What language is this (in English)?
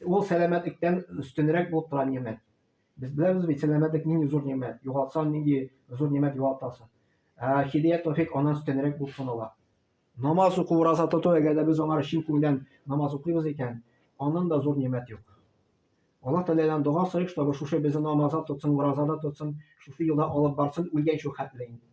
Tatar